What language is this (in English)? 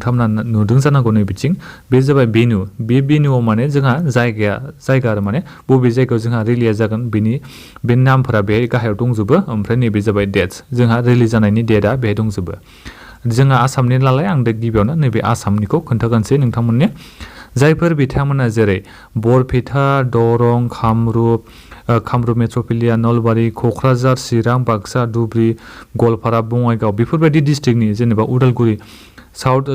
Bodo